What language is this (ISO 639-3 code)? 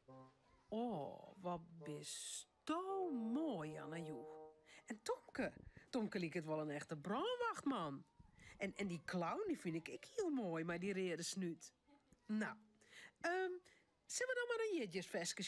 fry